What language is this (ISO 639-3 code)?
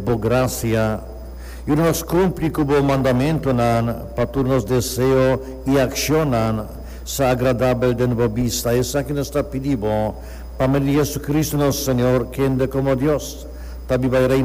pap